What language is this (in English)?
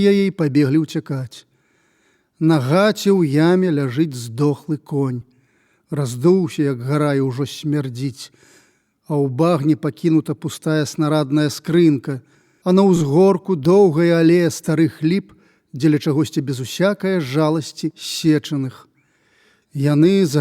Belarusian